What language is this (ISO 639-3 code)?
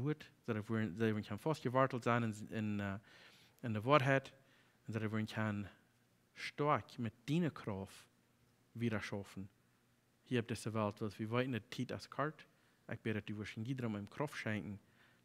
pdt